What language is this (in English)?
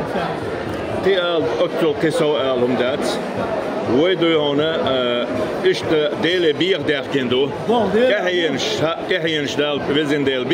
Chechen